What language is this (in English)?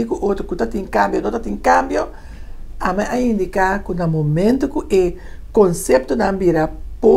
Papiamento